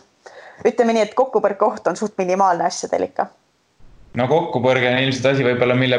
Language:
Estonian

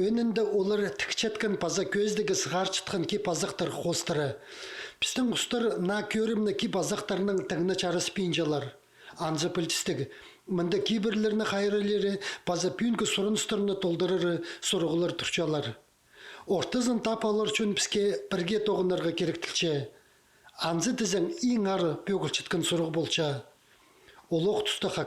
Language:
Khakas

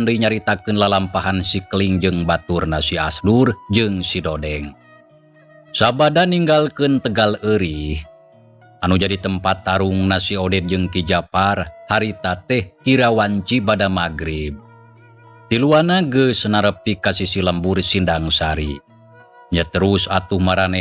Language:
Sundanese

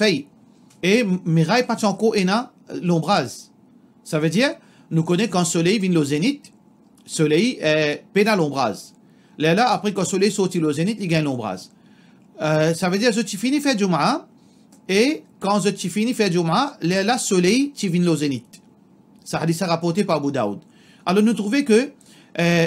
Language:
Morisyen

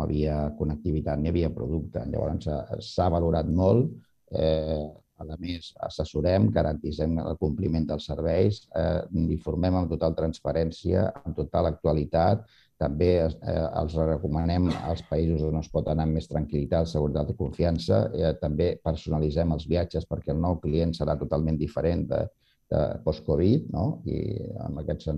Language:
Catalan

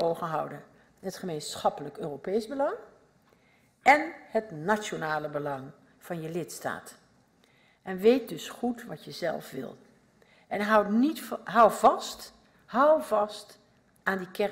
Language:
Dutch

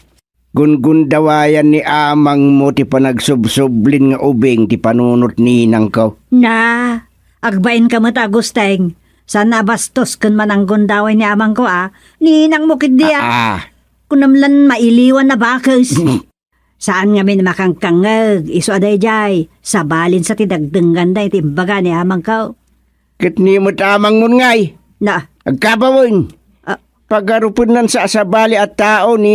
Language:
Iloko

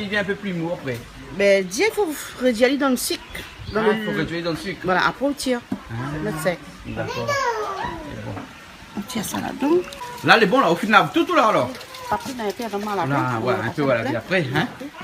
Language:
Réunion Creole French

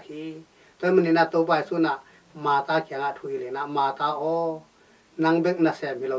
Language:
Tedim Chin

